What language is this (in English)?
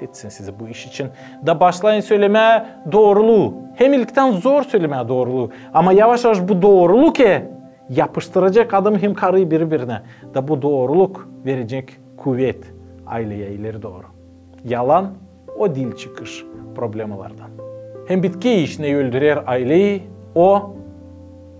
Gagauz